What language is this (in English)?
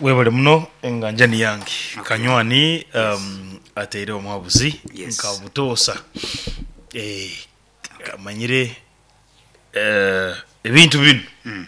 Nyoro